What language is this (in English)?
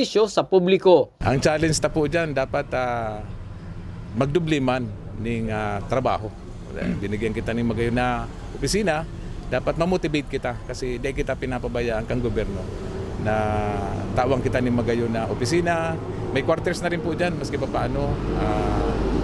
Bikol